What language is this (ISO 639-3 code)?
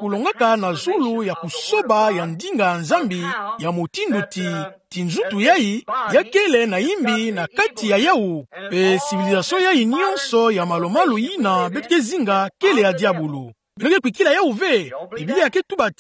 ktu